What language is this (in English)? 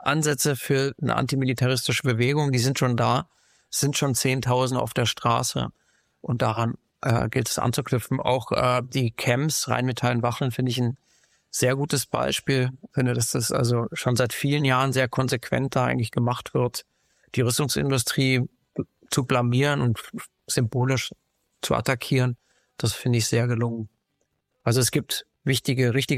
German